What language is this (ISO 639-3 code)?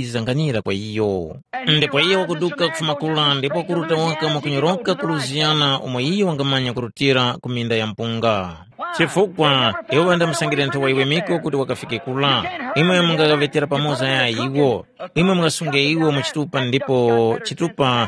tum